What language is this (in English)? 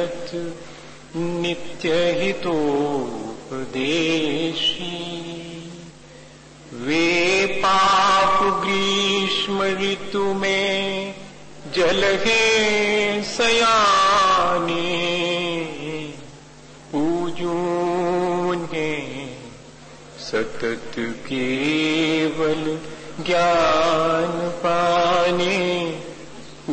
Hindi